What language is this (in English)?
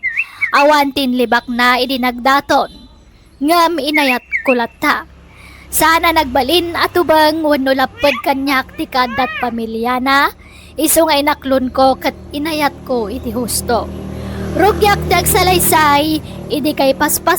Iloko